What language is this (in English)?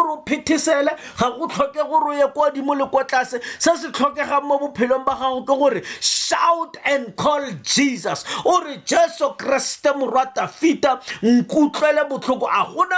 Tswana